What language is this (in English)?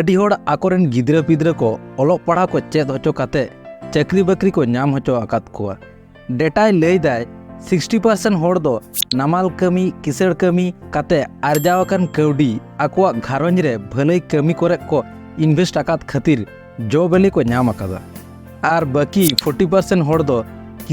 Santali